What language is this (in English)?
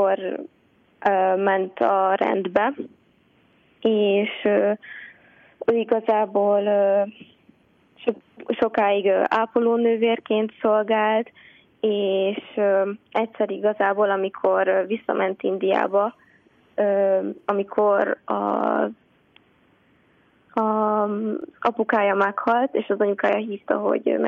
Hungarian